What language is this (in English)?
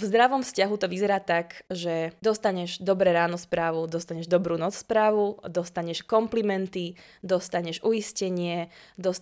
Slovak